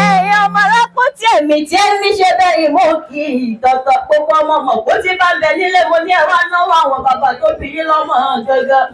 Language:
Yoruba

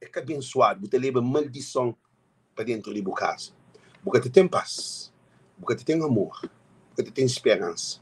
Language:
Kabuverdianu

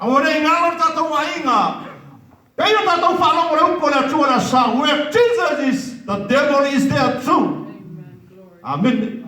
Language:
Samoan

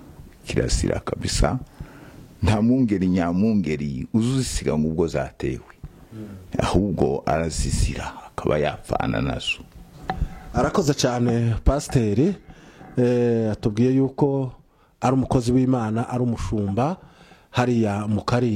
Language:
Kinyarwanda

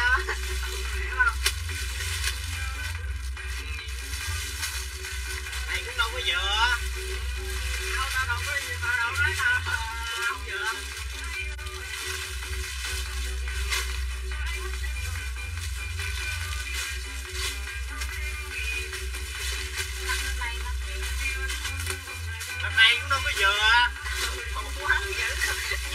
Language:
Vietnamese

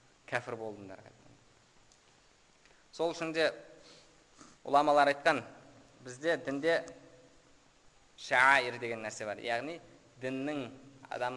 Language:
Kazakh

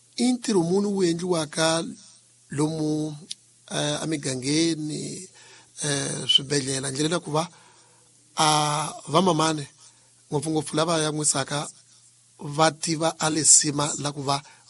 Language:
Tsonga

